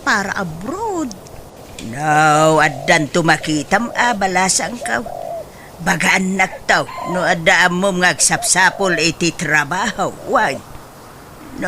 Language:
Iloko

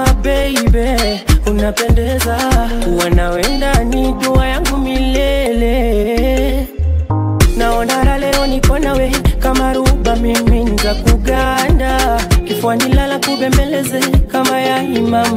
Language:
Swahili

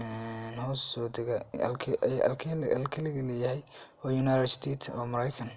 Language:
Somali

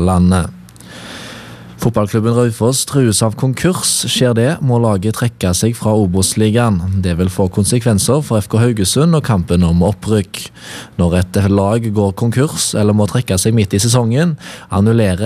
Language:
Norwegian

